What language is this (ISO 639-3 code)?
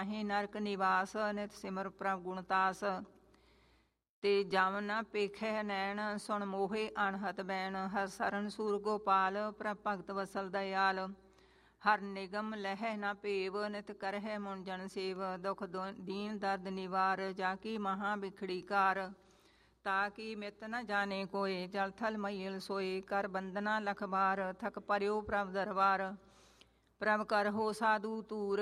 pan